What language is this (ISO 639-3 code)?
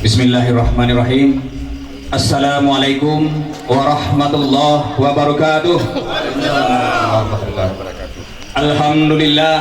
min